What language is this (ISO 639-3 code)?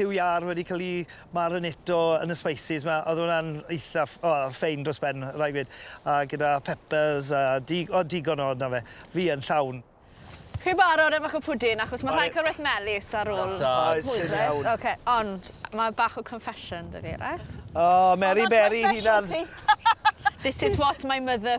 cym